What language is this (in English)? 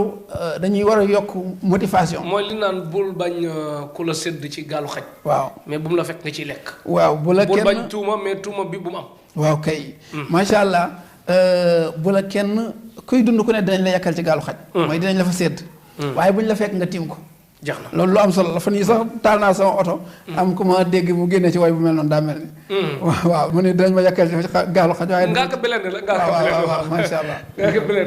Wolof